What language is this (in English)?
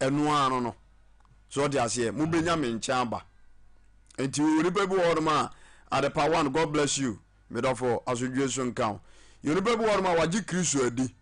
Akan